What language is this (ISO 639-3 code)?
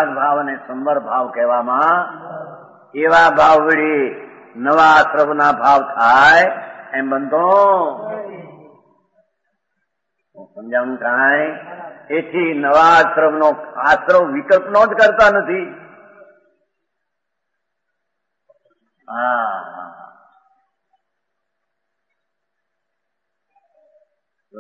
guj